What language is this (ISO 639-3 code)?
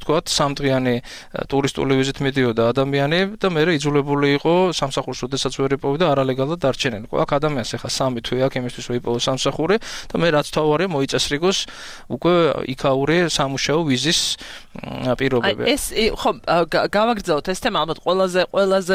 kat